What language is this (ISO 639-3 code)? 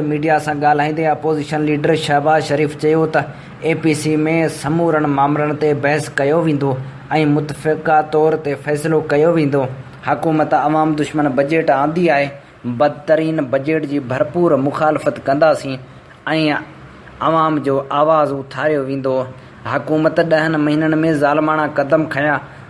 snd